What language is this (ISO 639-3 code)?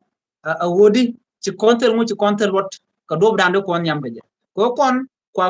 nus